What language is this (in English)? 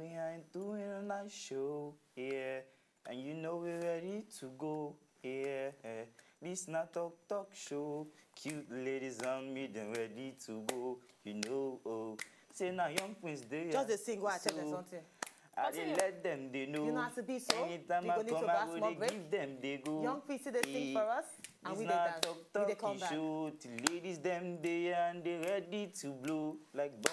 Nigerian Pidgin